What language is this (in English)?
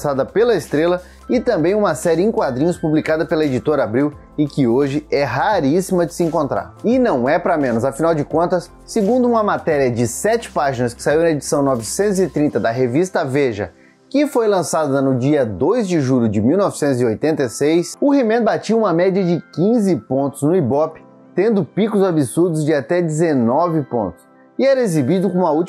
Portuguese